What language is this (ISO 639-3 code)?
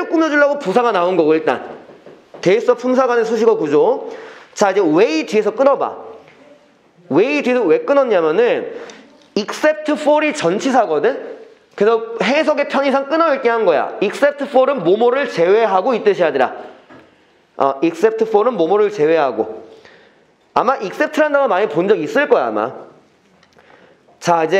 kor